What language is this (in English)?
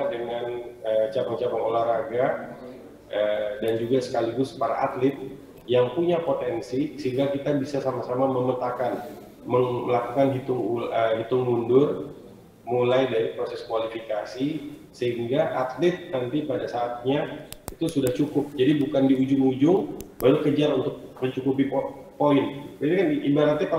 Indonesian